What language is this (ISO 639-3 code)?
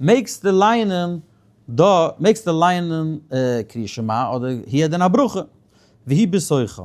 yid